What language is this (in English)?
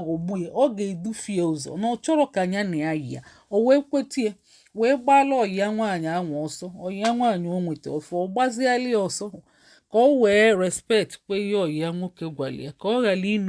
Igbo